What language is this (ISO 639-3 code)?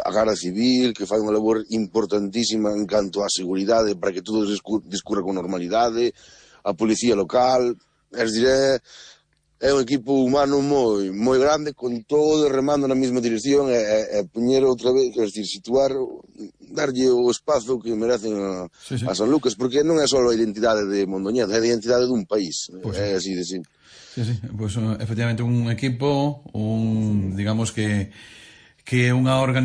glg